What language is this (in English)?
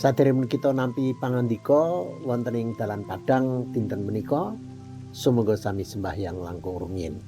Javanese